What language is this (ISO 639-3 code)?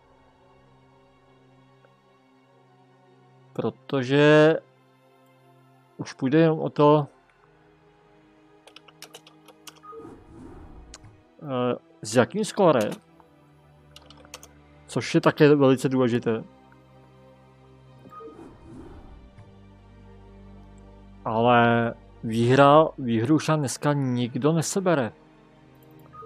ces